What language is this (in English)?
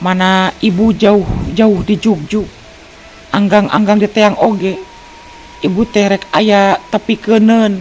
Sundanese